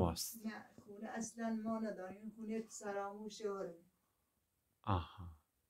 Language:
Persian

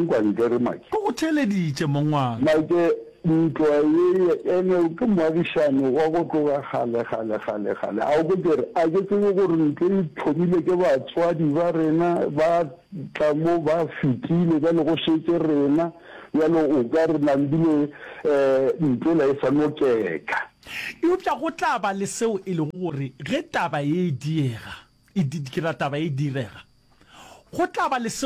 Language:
Northern Sotho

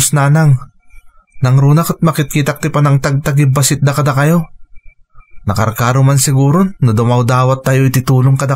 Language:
Iloko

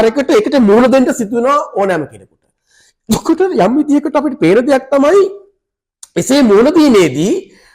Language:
Sinhala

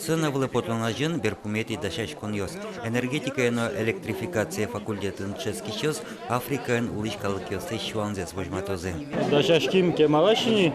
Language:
Udmurt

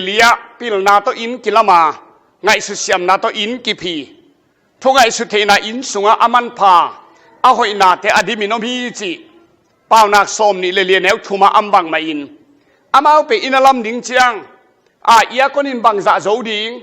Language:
Tedim Chin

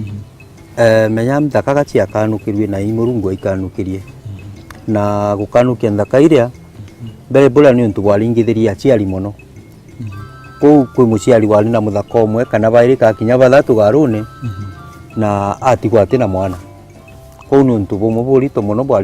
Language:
Meru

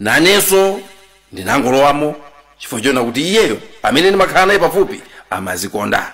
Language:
Nyanja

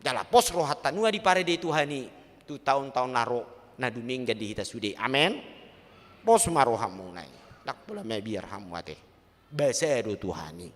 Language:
Batak Toba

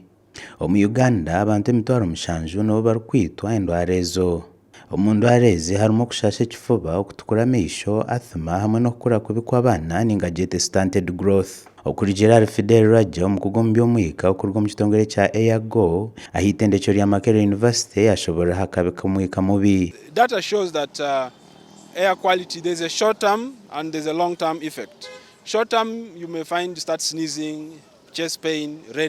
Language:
Nyankole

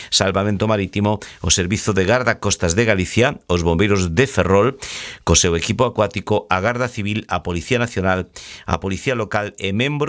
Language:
Galician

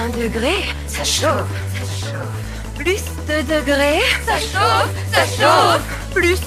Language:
French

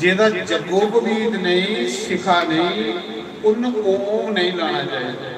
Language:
Dogri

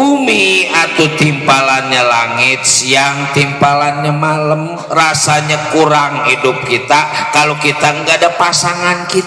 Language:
Betawi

